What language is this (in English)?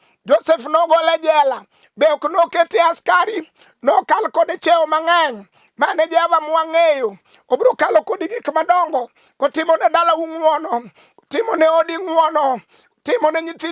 Luo (Kenya and Tanzania)